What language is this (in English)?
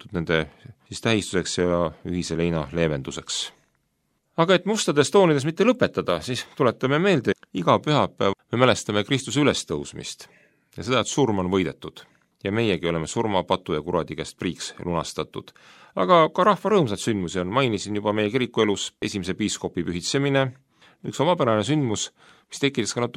Estonian